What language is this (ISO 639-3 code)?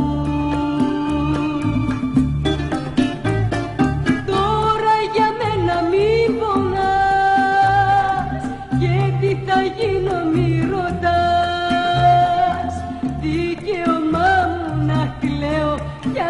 ell